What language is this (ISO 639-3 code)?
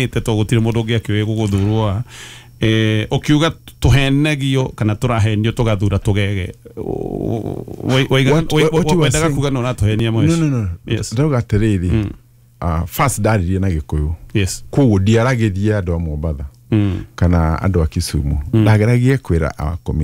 kik